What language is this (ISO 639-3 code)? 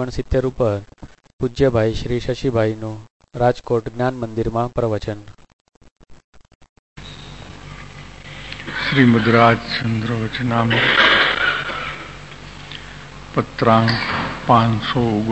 guj